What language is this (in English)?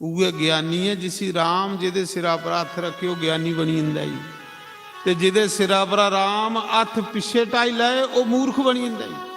Dogri